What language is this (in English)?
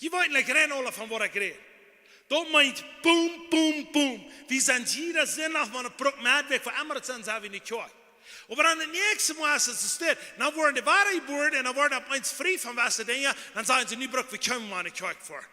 Plautdietsch